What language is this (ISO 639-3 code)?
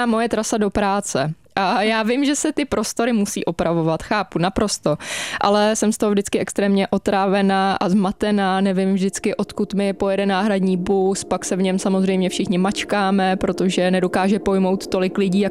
ces